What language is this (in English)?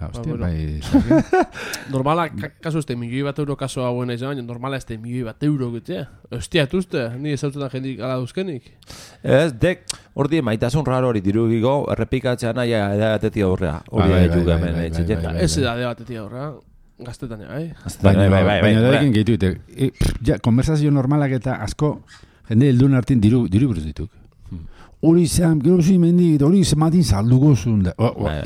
Basque